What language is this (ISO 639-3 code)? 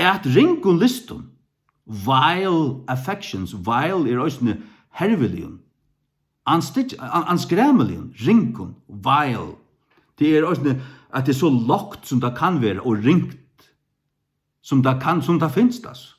fao